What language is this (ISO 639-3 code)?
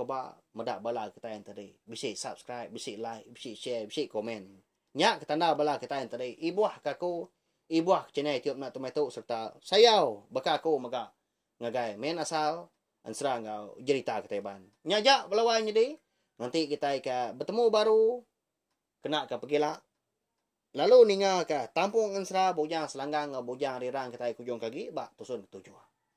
iba